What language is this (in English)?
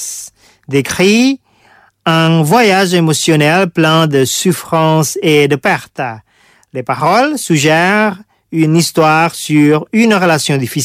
French